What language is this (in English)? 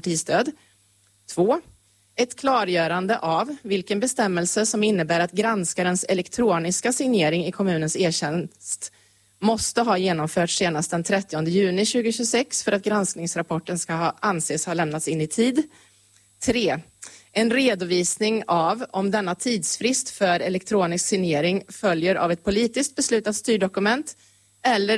Swedish